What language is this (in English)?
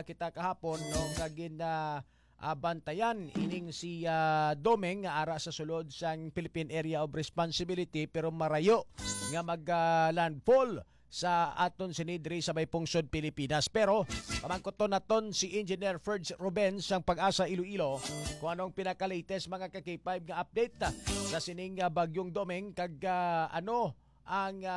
Hiligaynon